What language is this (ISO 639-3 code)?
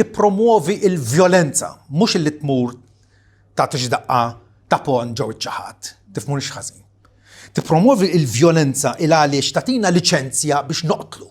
mlt